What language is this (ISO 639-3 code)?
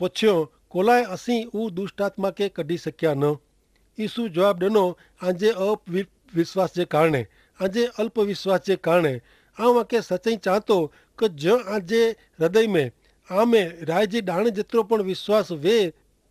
kfr